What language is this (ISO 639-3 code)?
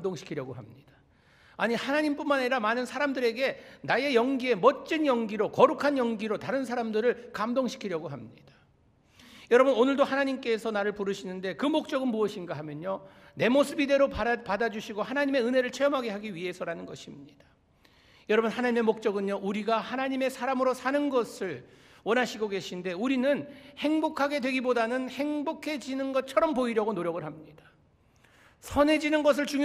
kor